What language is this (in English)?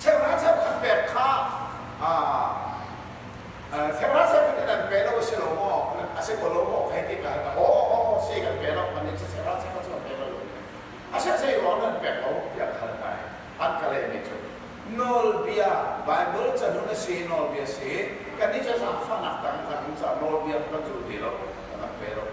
Hakha Chin